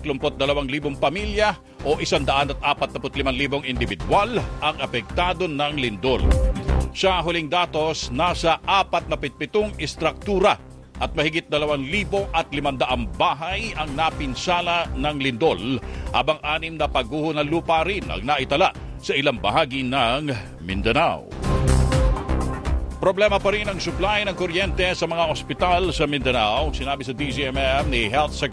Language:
Filipino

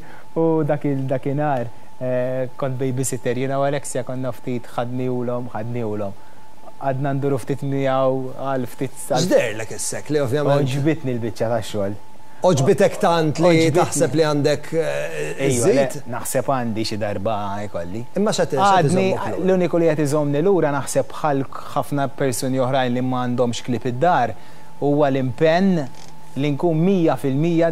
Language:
Maltese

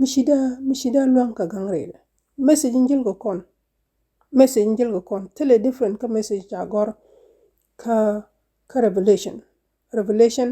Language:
Nuer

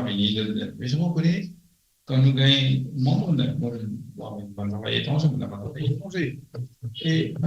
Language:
Morisyen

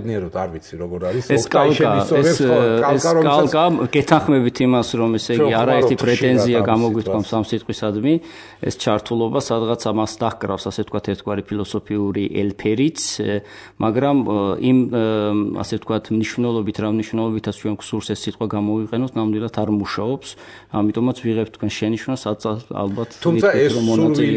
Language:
Georgian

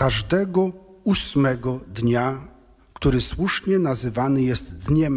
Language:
Polish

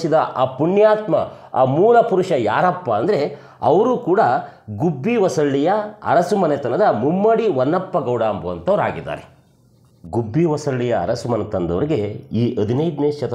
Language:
Kannada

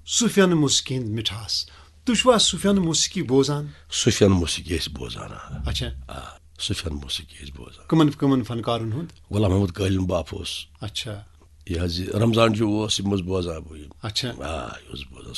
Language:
Kashmiri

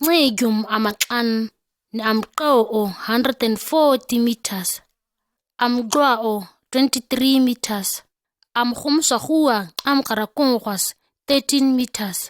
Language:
ǁGana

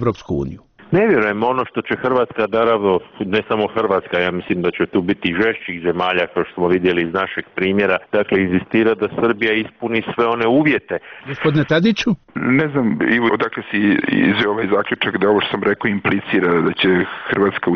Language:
Croatian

